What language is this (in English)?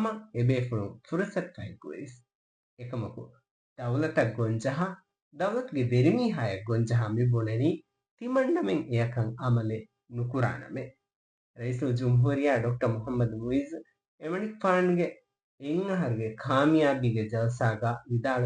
Divehi